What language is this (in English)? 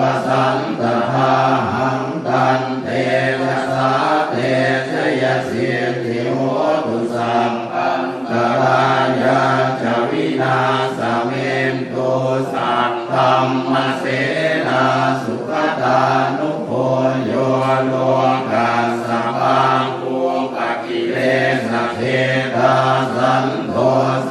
Pali